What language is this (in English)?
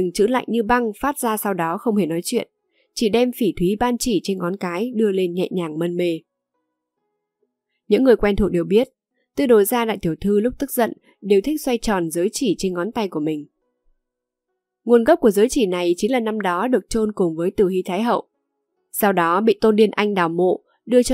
Vietnamese